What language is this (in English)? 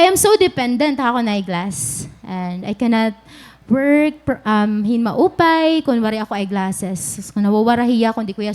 Waray